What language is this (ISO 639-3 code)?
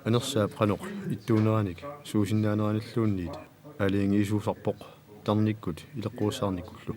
kal